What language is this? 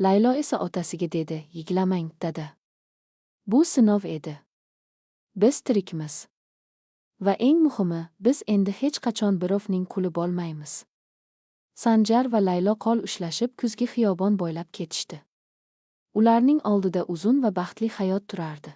Uzbek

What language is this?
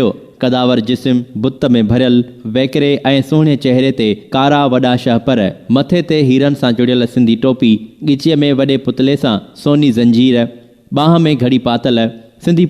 Sindhi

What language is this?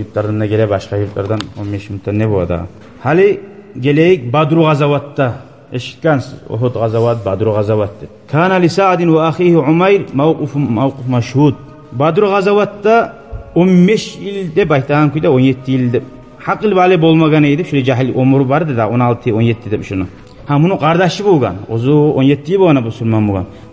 Kumyk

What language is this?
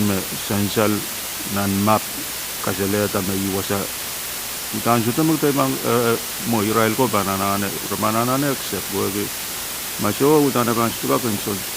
Pohnpeian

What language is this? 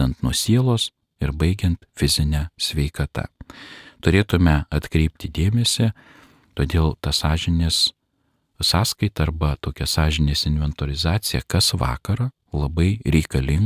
Lithuanian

